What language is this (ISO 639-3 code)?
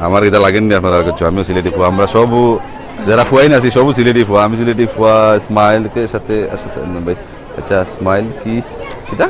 syl